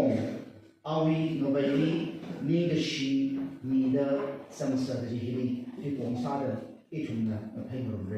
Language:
Tangkhul Naga (India)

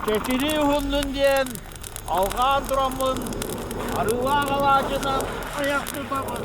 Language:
Yakut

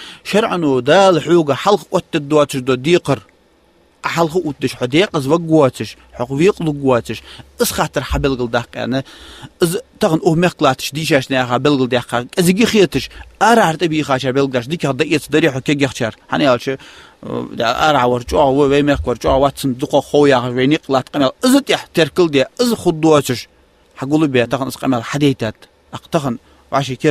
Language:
Ingush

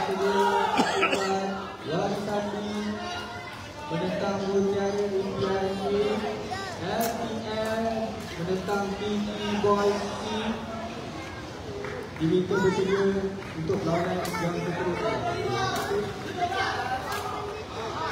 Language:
Malay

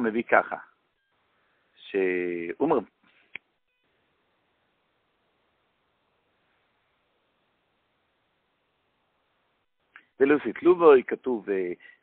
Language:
Hebrew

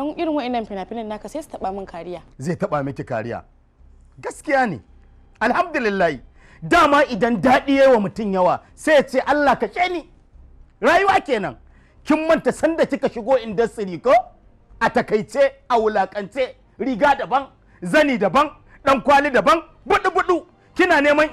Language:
Hausa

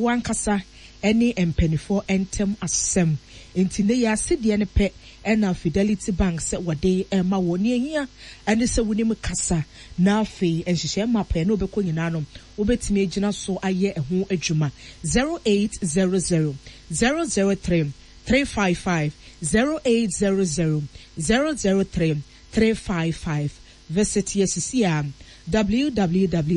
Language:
Akan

